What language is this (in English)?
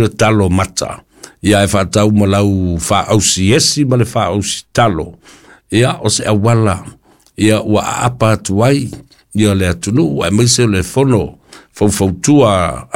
Samoan